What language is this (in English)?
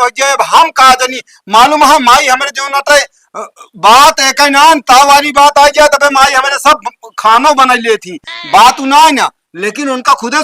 Awadhi